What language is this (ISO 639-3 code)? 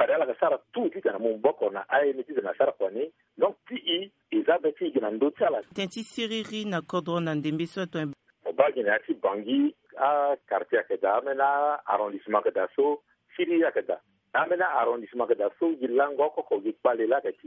sag